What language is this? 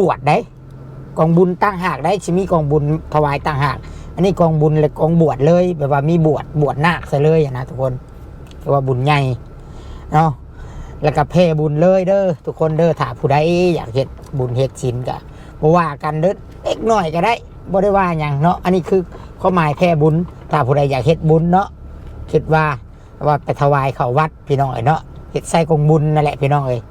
Lao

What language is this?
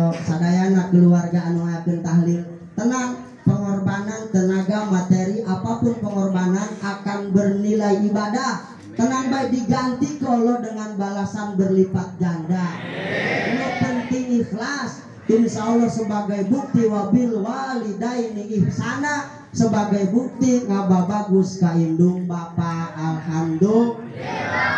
Sundanese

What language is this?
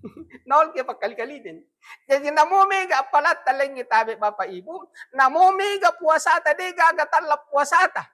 Buginese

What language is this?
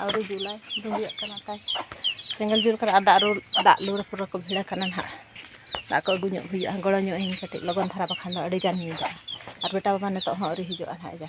Santali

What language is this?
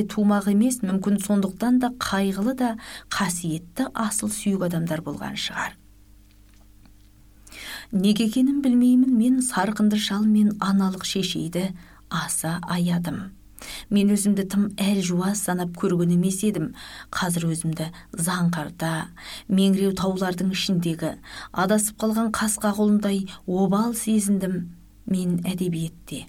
Kazakh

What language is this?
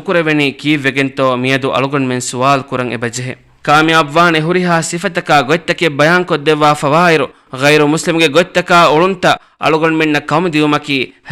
Divehi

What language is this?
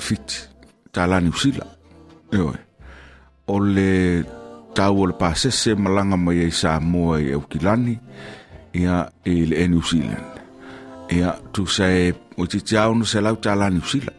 Samoan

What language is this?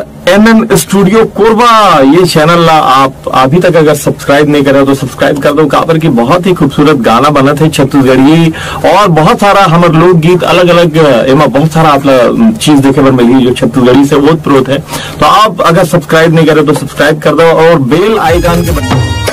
Chhattisgarhi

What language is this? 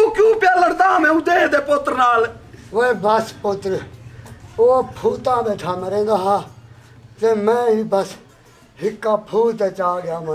Saraiki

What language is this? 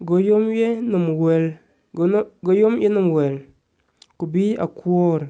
Dinka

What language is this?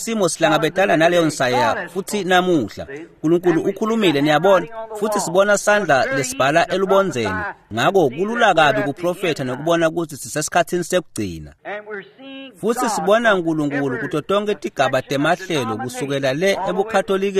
Swati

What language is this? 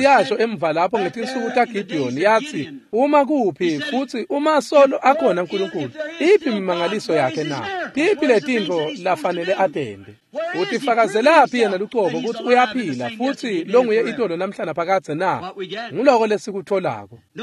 Swati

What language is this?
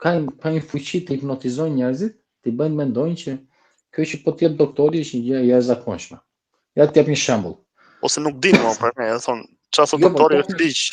Albanian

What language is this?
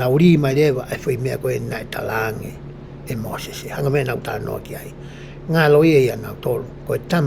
Tongan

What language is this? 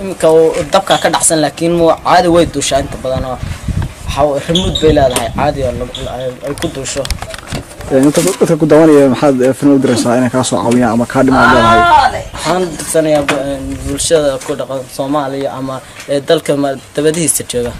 Somali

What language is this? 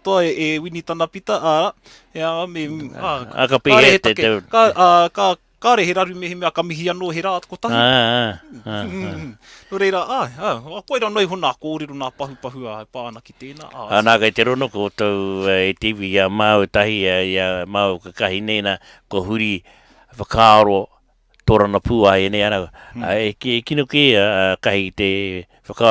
Māori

